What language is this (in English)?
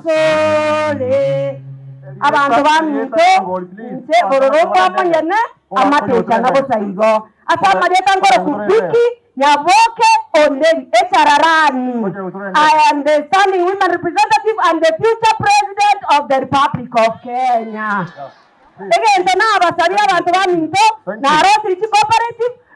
Gusii